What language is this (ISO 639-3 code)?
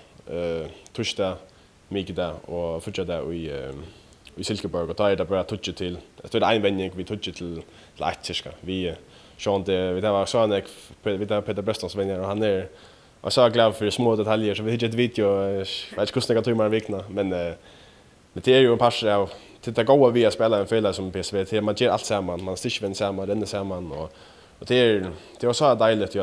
fao